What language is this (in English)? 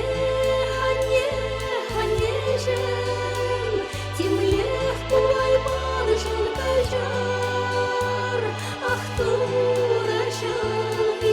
Chuvash